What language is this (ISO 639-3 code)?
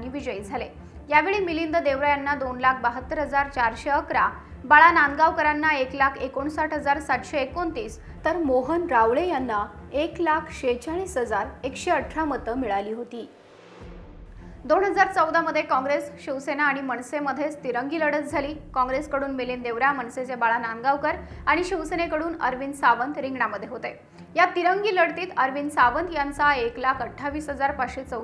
mar